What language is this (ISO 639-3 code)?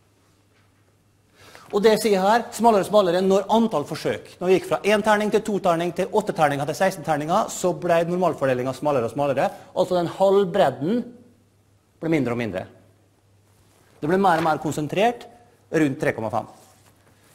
nor